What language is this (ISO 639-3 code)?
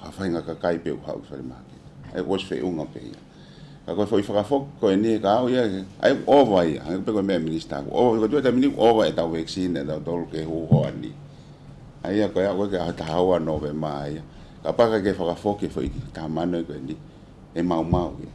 ton